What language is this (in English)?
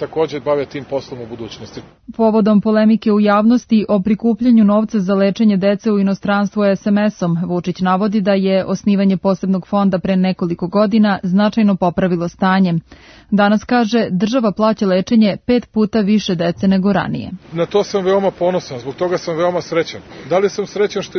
Serbian